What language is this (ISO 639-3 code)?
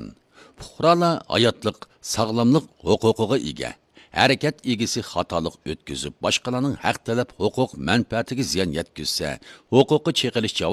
uig